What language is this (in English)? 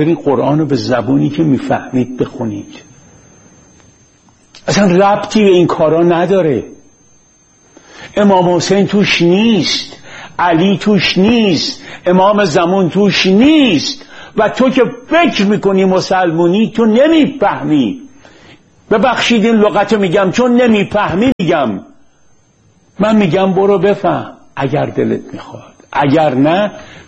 Persian